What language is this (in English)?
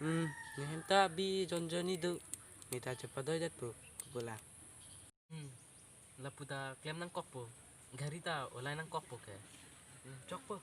Karbi